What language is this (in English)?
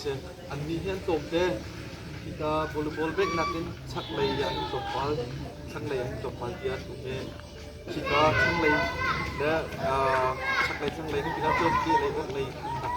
Hakha Chin